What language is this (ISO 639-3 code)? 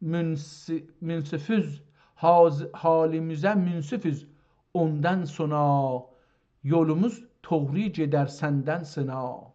azb